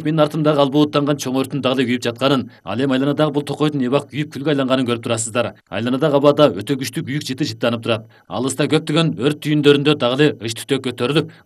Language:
Kyrgyz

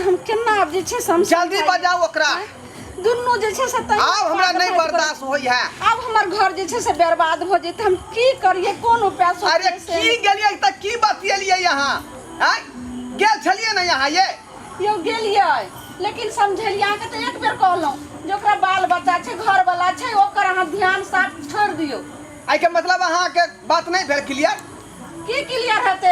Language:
Maithili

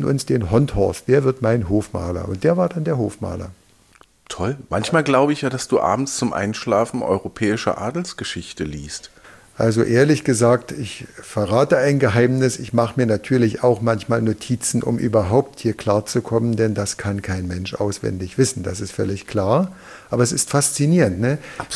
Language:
German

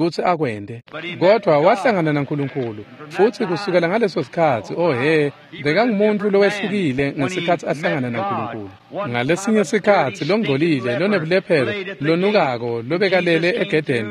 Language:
Swati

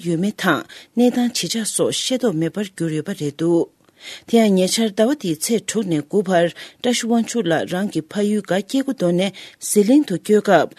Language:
Tibetan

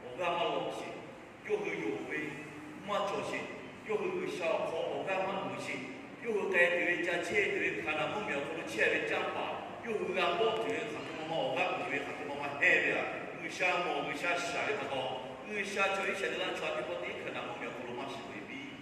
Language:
Lahu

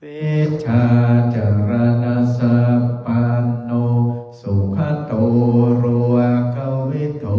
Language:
Pali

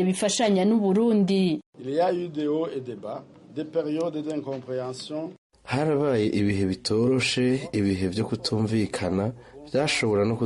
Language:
Rundi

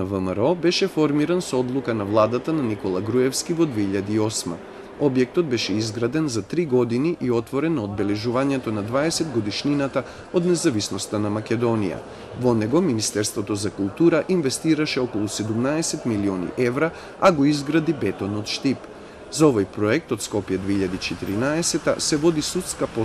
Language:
Macedonian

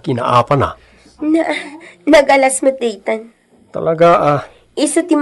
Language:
Iloko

